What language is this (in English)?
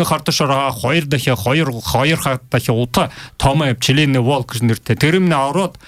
Buriat